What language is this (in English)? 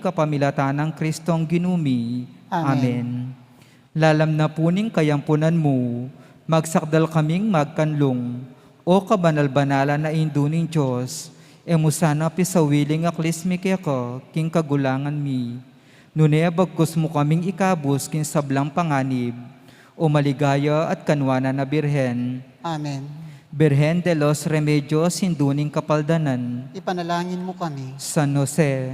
Pampanga